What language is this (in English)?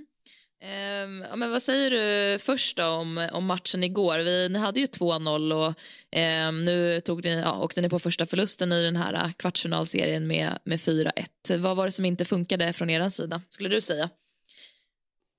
Swedish